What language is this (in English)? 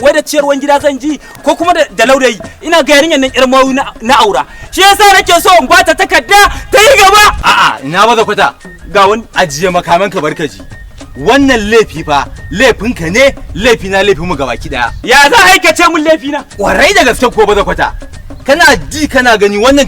Hausa